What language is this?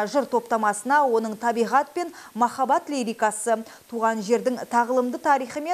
Kazakh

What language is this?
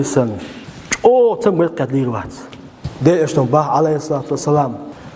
Chechen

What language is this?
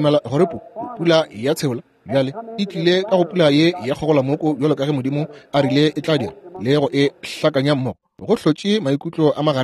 Northern Sotho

